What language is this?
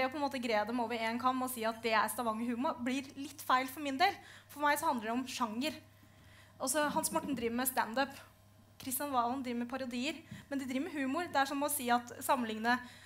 Norwegian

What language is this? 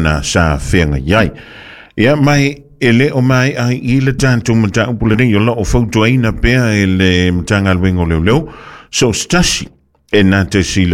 Samoan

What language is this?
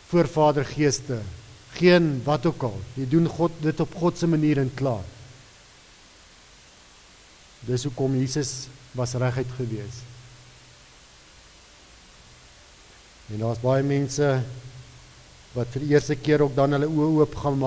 Afrikaans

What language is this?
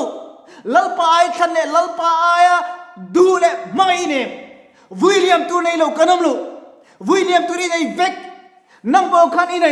Mizo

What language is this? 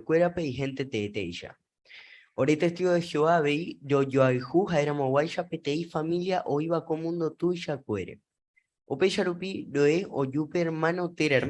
Guarani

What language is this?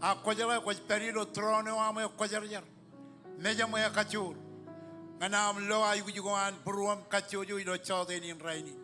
Marshallese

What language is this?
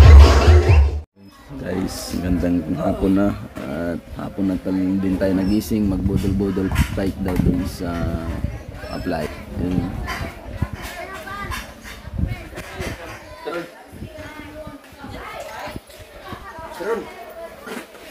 Filipino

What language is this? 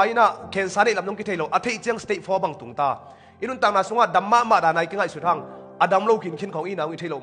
Tedim Chin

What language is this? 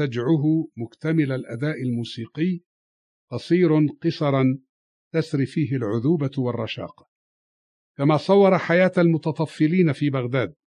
Arabic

